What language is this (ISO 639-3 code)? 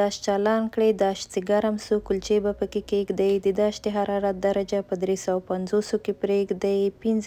pus